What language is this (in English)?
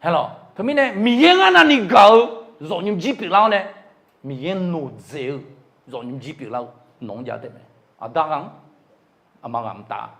Akha